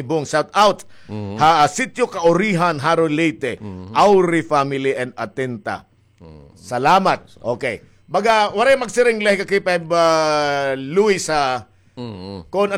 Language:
Waray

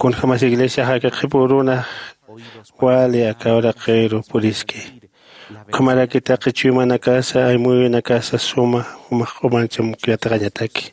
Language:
Aymara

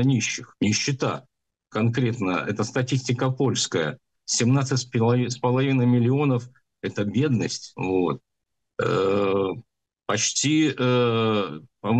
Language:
Russian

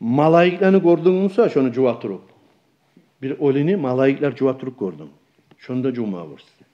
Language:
Kumyk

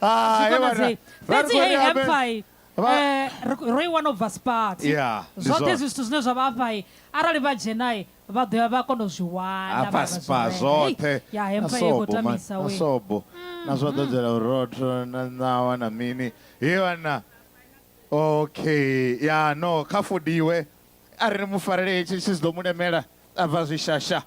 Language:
Venda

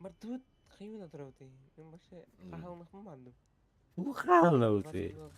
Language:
Yakut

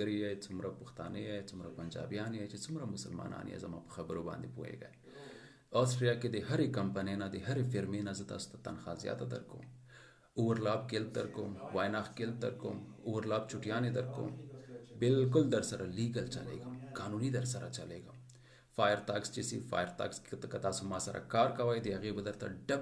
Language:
Pashto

